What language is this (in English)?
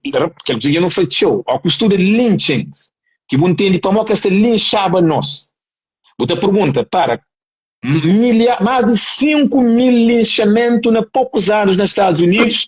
Kabuverdianu